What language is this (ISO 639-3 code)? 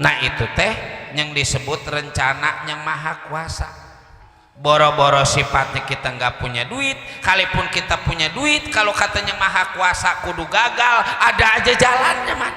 bew